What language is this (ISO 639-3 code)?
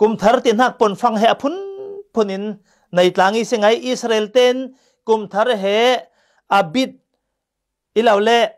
cfm